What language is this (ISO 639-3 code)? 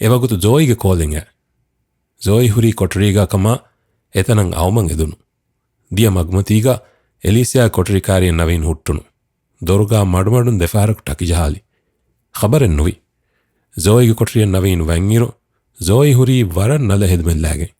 div